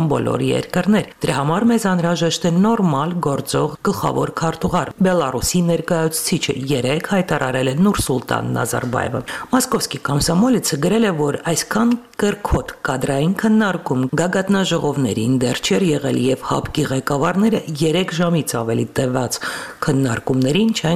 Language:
Armenian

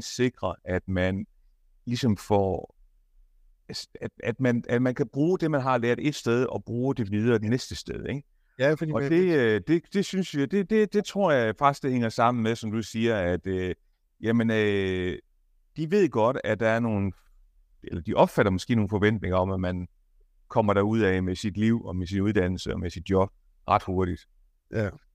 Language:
Danish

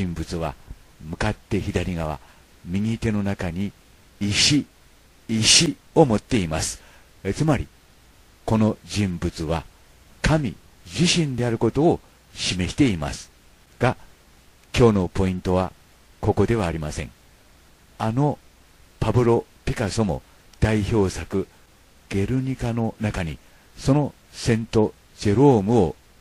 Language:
Japanese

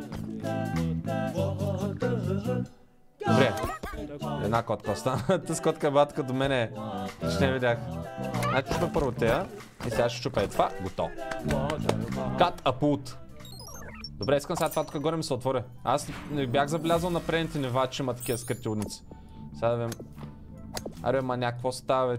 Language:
Bulgarian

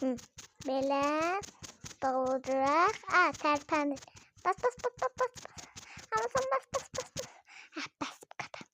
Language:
Azerbaijani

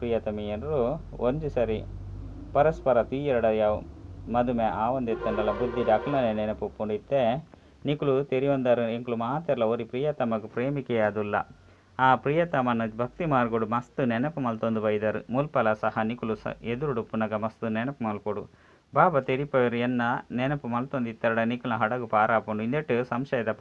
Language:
Tulu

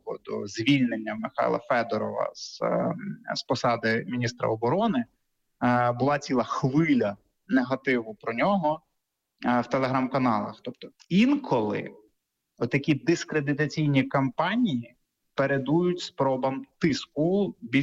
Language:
Ukrainian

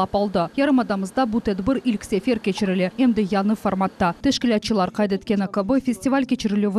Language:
Crimean Tatar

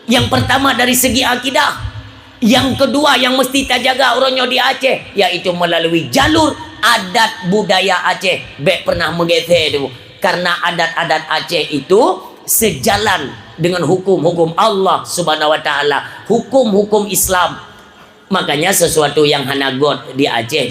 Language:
Achinese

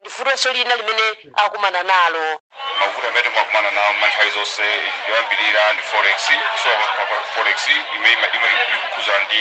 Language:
Nyanja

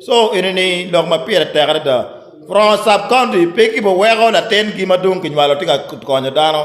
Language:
Acoli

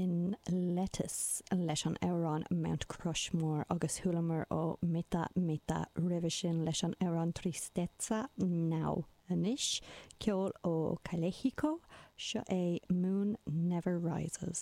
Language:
Irish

